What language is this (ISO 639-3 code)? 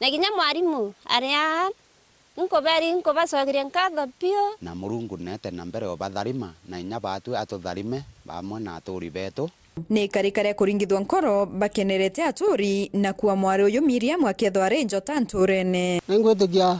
mer